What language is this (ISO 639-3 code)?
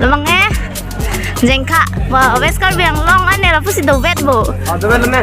mjw